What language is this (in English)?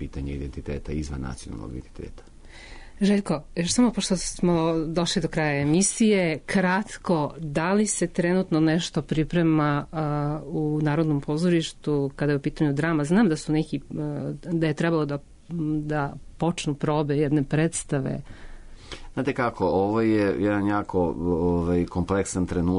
Serbian